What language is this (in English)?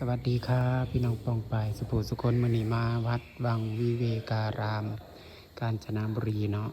Northeastern Thai